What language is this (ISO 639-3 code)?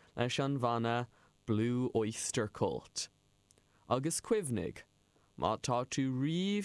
gle